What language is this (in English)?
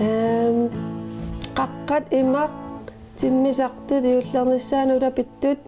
Kalaallisut